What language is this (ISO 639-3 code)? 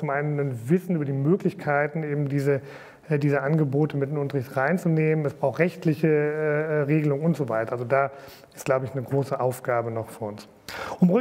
deu